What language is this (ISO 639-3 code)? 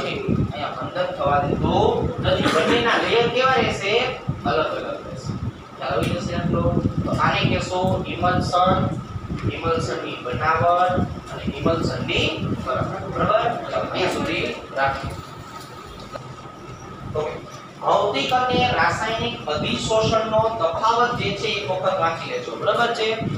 guj